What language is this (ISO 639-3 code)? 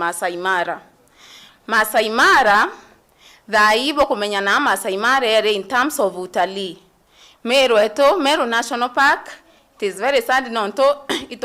mer